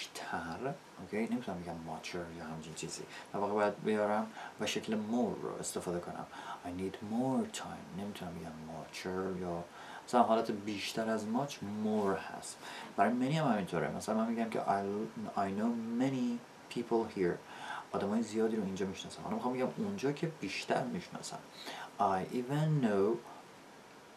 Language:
Persian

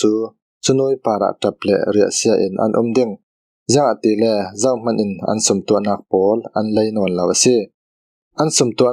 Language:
Falam Chin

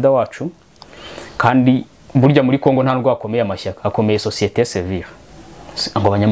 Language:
Kinyarwanda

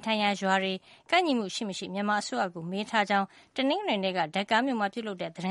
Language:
Burmese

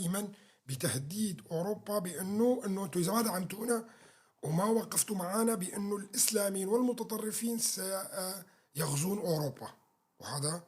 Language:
North Levantine Arabic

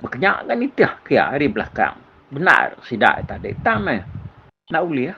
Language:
Iban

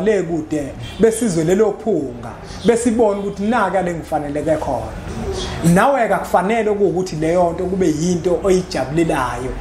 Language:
Zulu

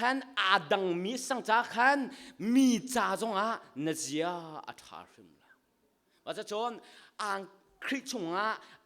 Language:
Hakha Chin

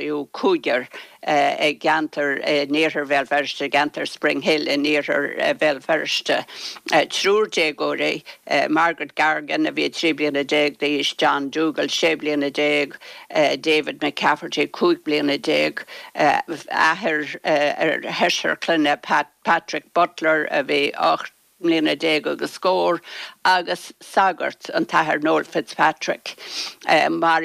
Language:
Irish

